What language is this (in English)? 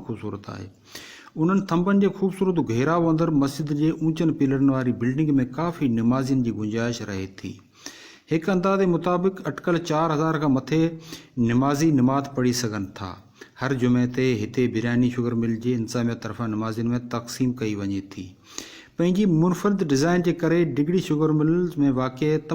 Sindhi